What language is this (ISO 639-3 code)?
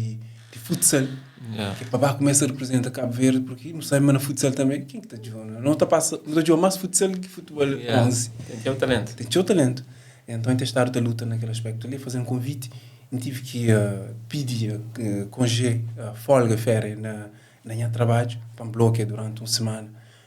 kea